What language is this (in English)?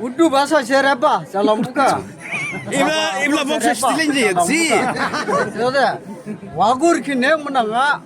Dimasa